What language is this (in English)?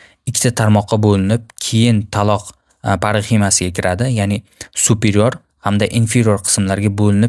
Uzbek